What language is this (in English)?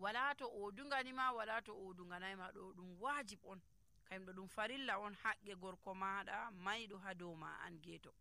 Nigerian Fulfulde